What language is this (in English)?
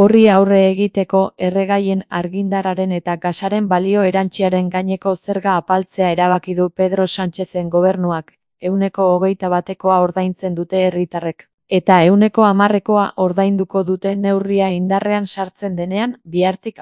Basque